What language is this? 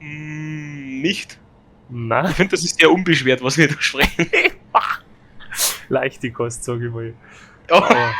Bavarian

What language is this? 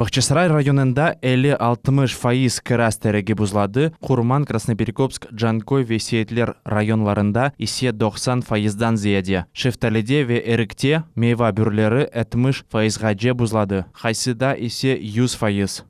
Crimean Tatar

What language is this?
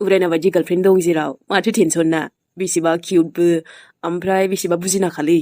Bodo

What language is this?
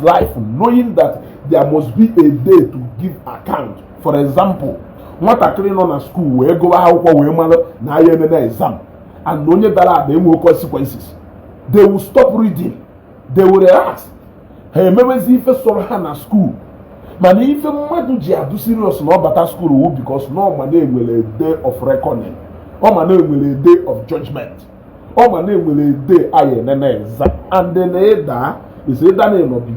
Igbo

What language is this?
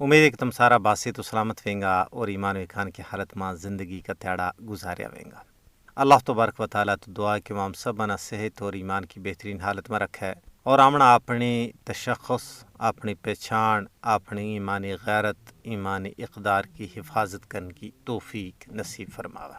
Gujari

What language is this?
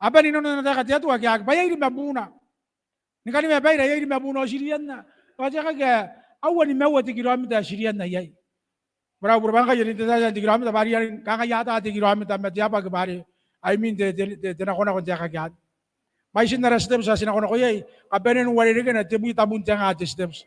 Gilbertese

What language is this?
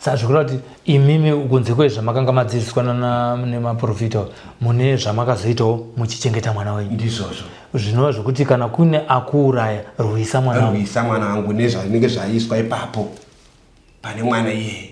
Shona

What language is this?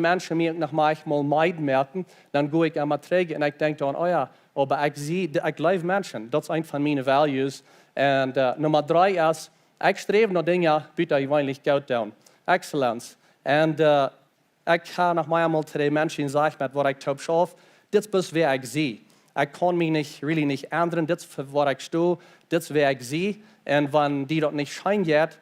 Plautdietsch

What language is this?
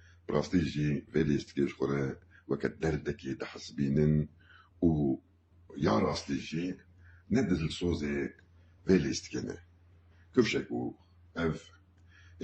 Kurdish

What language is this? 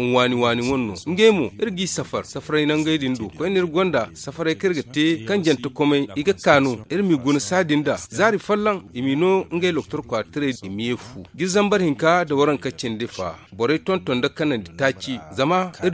Zarma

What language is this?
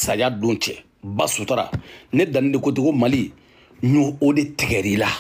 Bambara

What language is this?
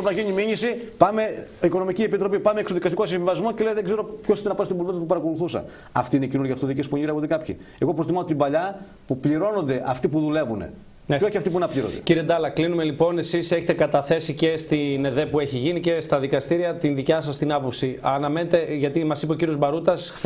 Greek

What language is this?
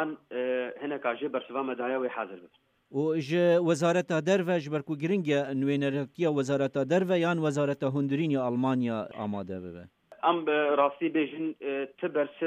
Kurdish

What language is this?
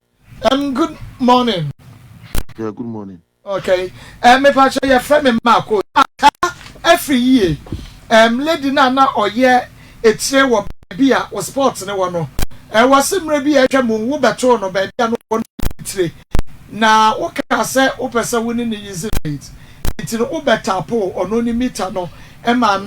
Akan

